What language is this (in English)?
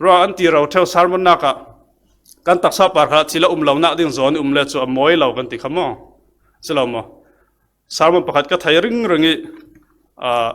Falam Chin